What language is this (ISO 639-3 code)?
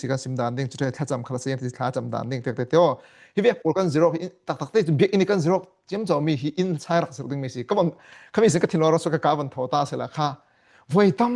cfm